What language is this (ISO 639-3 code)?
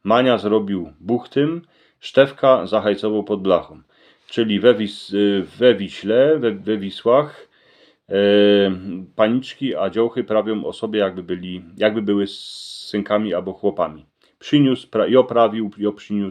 szl